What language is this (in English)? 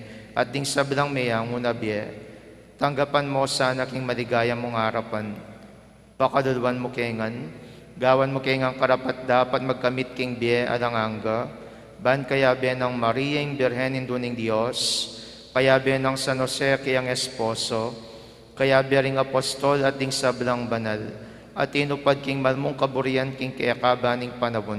Pampanga